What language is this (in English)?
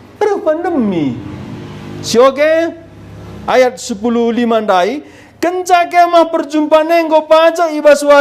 Batak Karo